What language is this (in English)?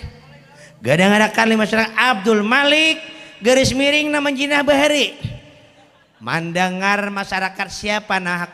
Banjar